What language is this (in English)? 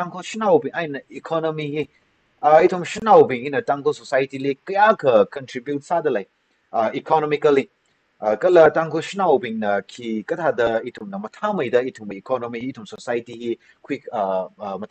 Tangkhul Naga (India)